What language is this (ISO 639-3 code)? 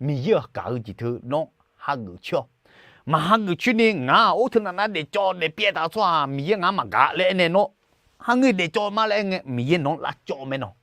ahk